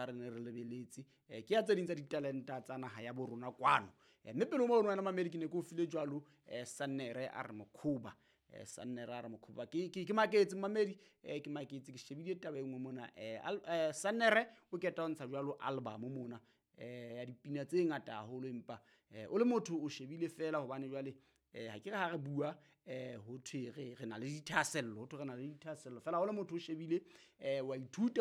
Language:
Southern Sotho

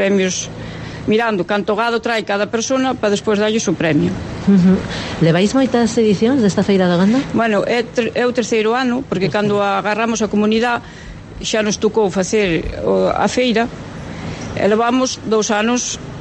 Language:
Galician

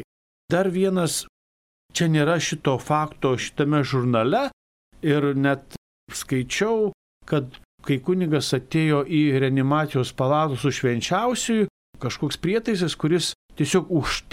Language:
Lithuanian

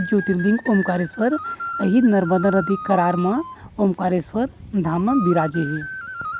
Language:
Chhattisgarhi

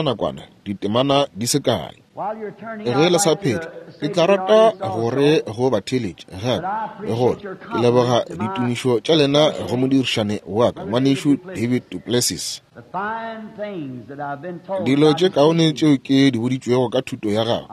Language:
Northern Sotho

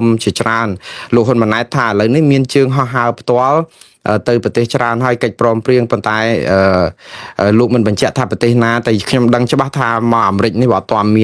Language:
Khmer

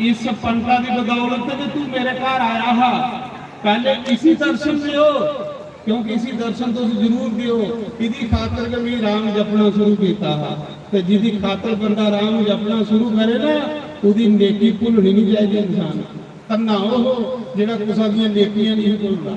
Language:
Dogri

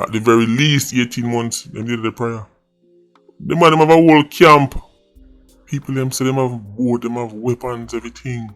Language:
Jamaican Creole English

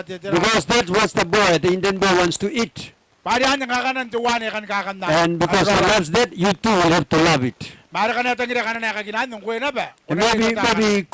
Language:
Gilbertese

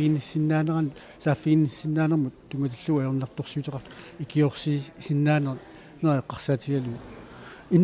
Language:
Kalaallisut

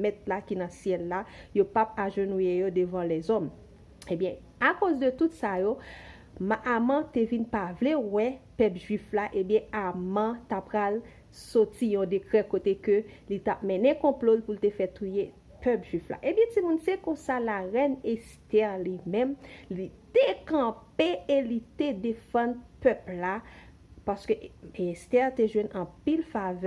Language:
Haitian Creole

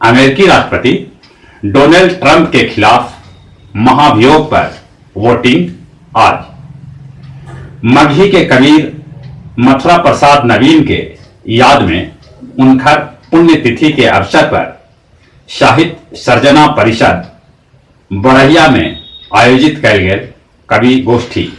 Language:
Magahi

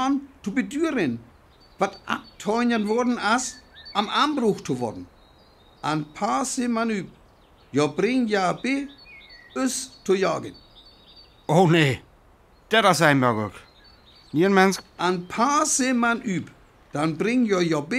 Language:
Northern Frisian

